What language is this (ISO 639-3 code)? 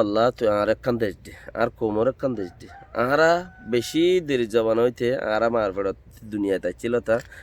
rhg